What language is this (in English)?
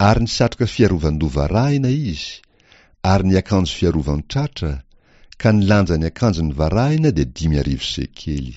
Malagasy